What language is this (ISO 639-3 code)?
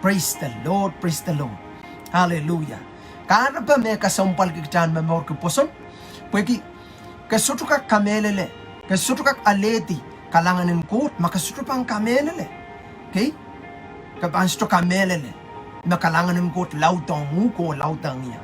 pon